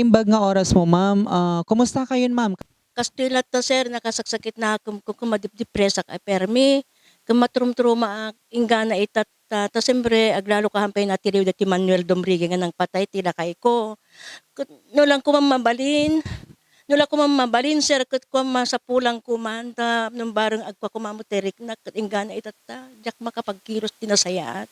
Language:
Iloko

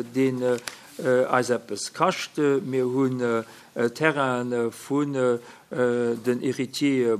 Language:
Luxembourgish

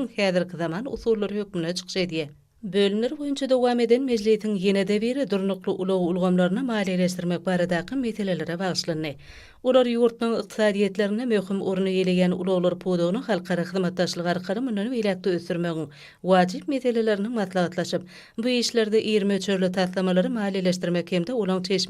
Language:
Turkmen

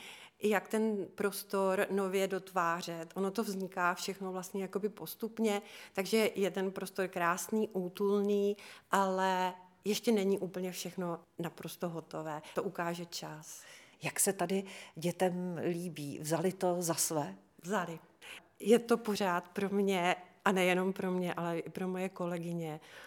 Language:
Czech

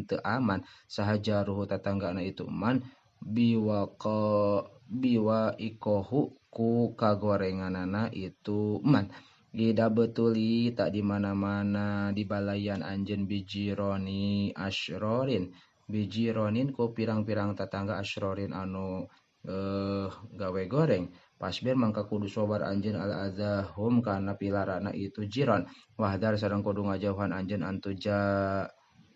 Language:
Sundanese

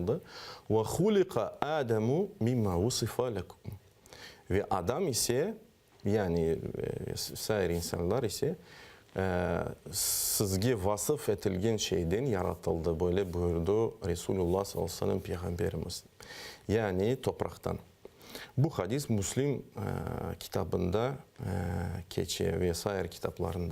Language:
Crimean Tatar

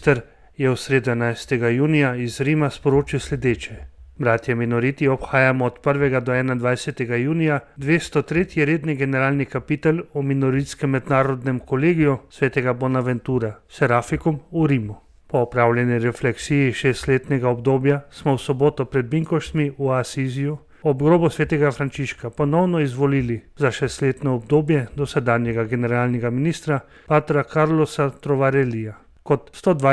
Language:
Slovenian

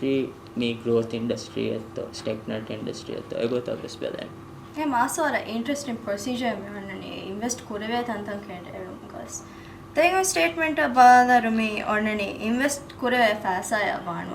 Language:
Divehi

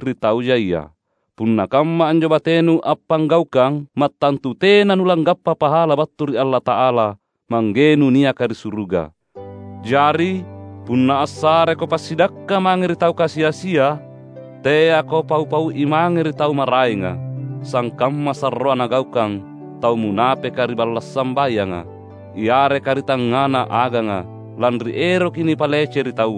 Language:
Makasar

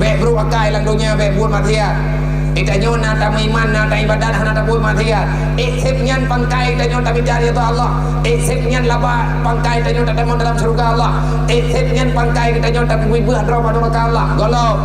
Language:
Achinese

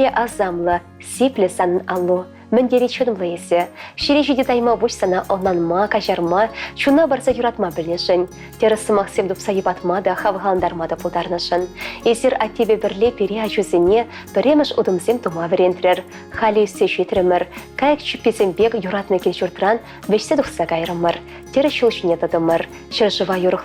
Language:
Chuvash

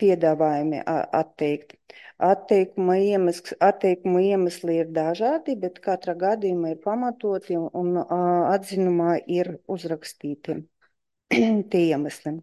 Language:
Latvian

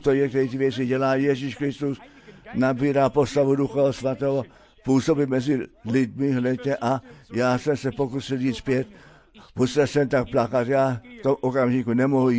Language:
Czech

